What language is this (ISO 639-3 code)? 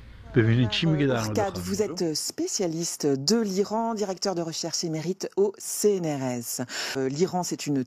fas